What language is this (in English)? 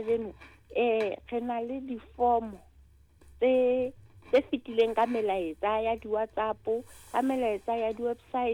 Southern Sotho